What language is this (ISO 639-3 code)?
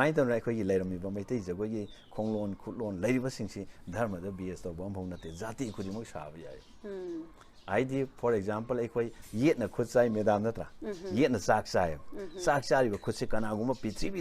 mni